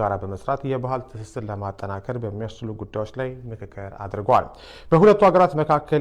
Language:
Amharic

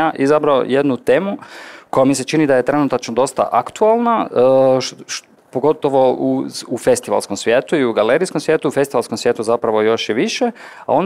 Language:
Croatian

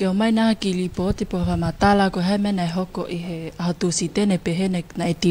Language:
Tongan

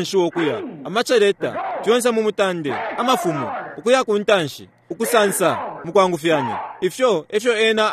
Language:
Bemba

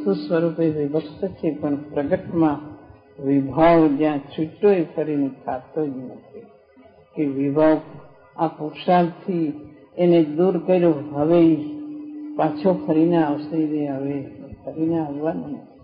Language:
Gujarati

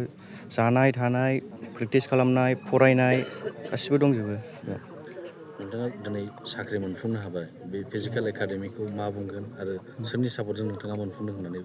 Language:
Bodo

